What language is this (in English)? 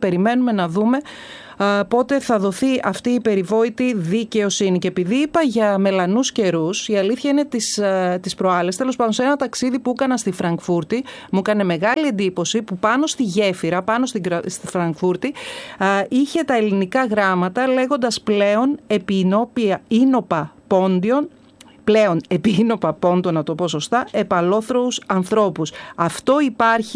Greek